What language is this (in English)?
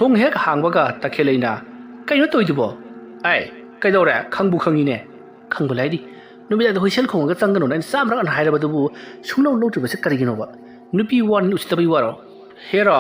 Manipuri